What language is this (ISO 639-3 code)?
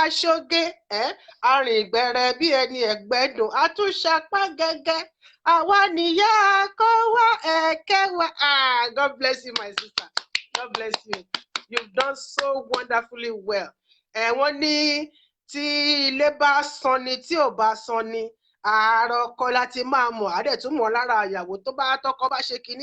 yor